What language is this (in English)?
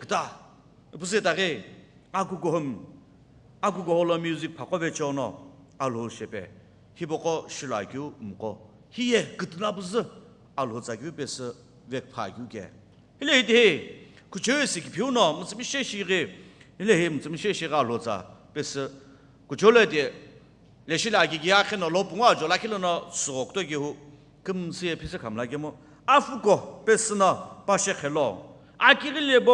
Sumi Naga